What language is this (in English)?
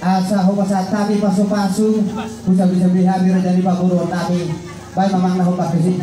Batak Toba